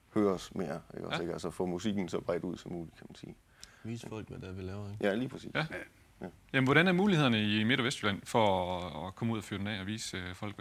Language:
Danish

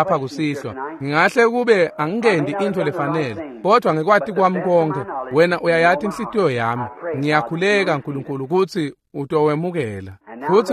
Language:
Swati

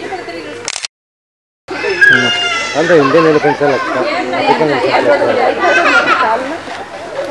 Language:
Kannada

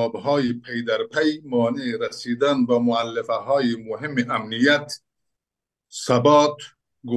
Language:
Persian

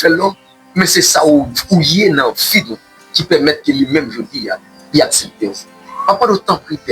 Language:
Haitian Creole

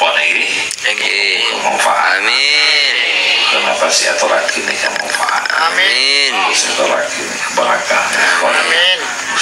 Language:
Madurese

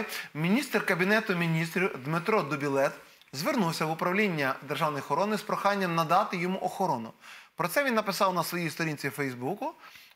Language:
Ukrainian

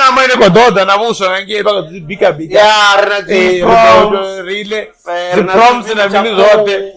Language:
Venda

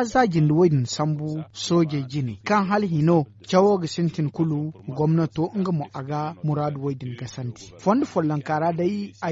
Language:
Zarma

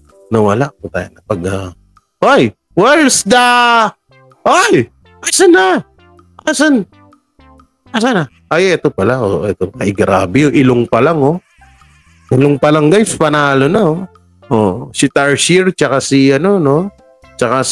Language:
Filipino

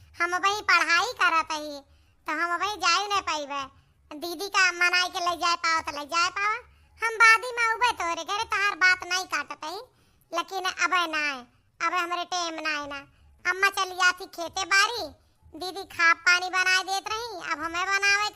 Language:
Awadhi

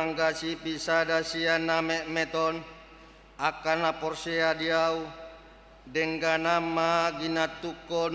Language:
Batak Toba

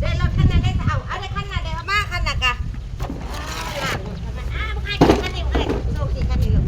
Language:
Northeastern Thai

